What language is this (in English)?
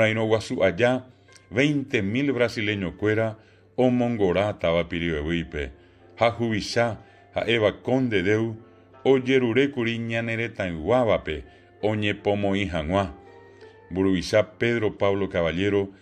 Guarani